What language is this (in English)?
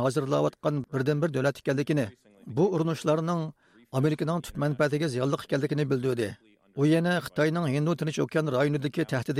Uyghur